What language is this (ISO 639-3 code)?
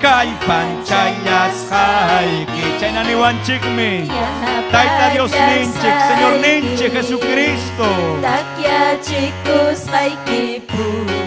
quy